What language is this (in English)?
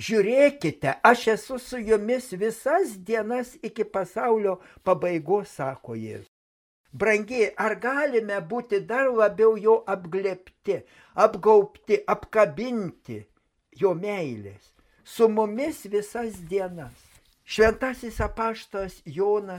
Lithuanian